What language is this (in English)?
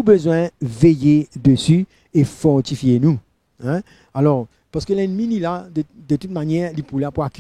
Morisyen